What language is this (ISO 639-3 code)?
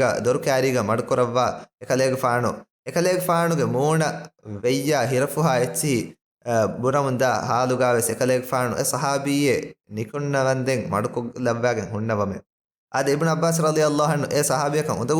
div